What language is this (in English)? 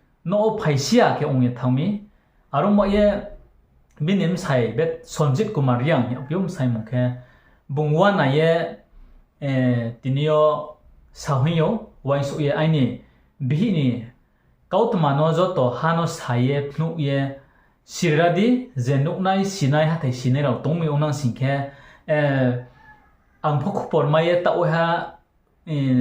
Riang (India)